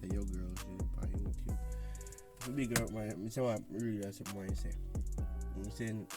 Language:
Jamaican Creole English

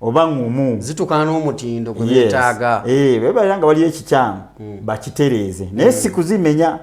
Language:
Ganda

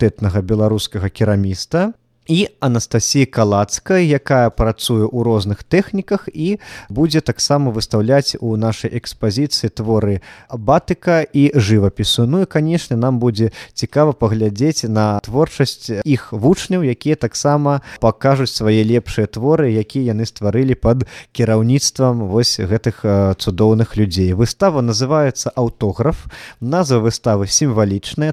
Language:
Belarusian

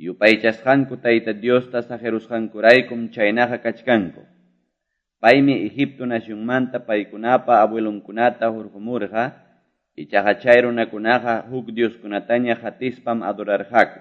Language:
Quechua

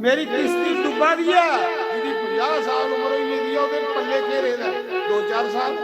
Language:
Dogri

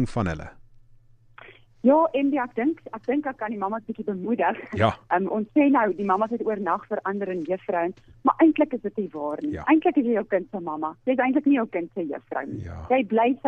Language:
Afrikaans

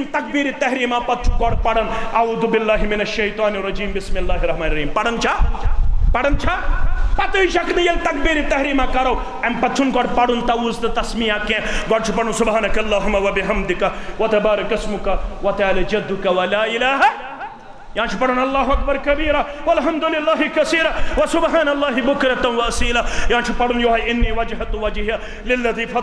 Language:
Kashmiri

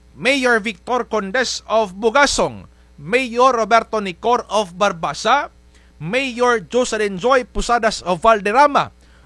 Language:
Kinaray-a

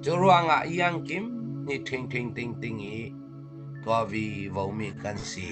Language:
Falam Chin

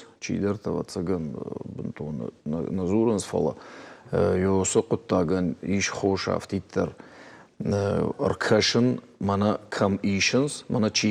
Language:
Ossetic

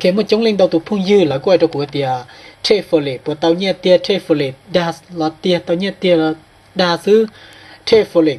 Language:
Hmong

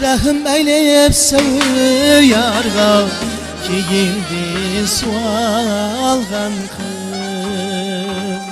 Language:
Kara-Kalpak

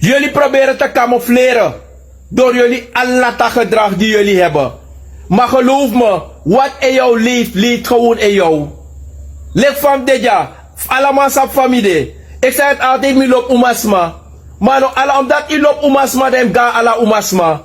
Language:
Sranan Tongo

